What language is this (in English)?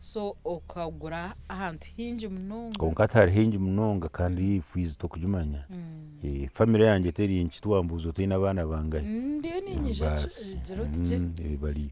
Nyankole